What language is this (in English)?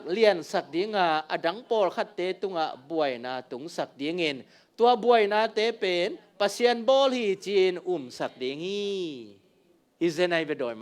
Tedim Chin